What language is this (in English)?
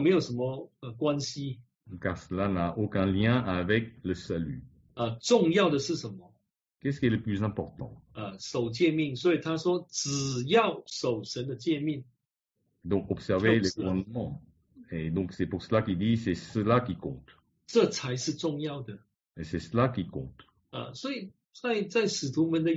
Chinese